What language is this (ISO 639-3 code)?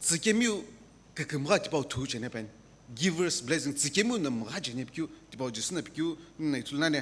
nsm